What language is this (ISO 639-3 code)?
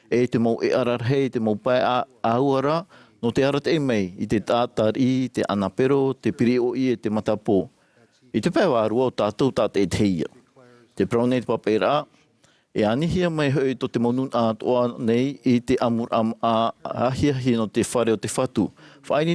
tah